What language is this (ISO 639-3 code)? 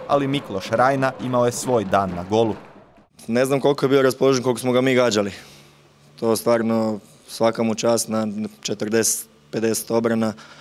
hrv